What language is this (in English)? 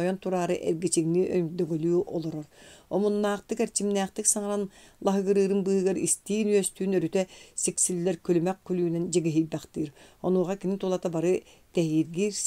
Yakut